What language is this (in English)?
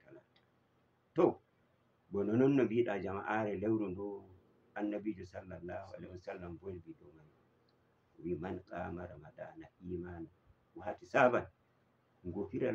Fula